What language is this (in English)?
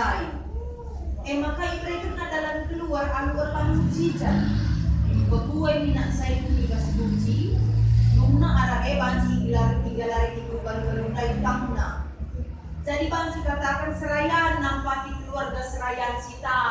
Batak Karo